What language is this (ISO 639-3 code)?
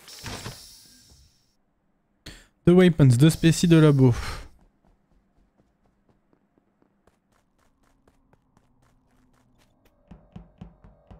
fra